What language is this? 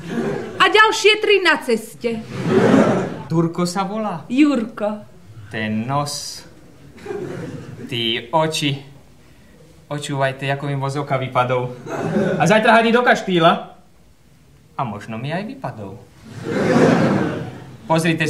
Slovak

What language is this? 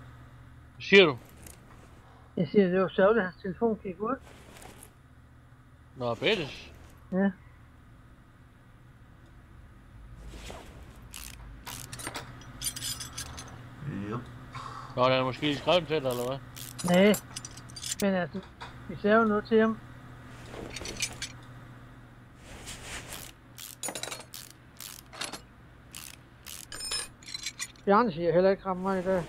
Danish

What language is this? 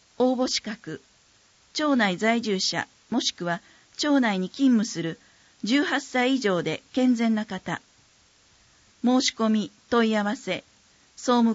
Japanese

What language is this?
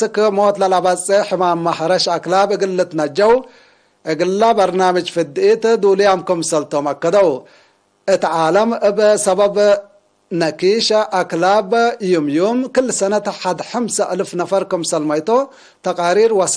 Tigre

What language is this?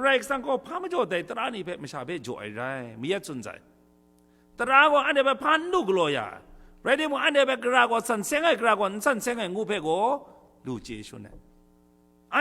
Kachin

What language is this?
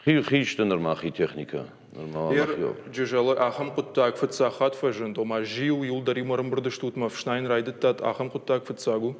Ossetic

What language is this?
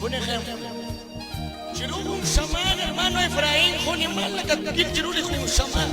Kekchí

